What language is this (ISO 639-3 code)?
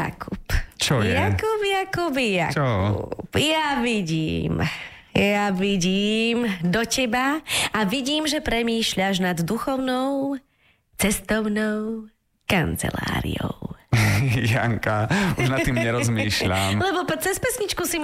slk